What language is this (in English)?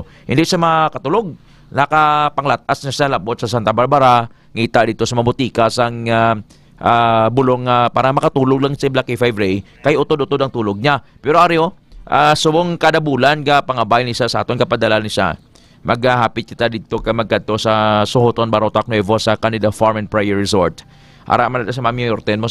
Hiligaynon